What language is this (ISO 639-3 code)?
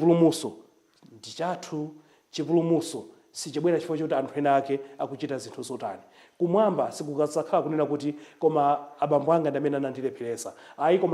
nya